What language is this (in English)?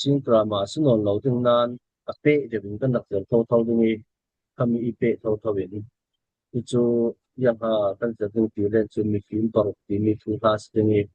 Falam Chin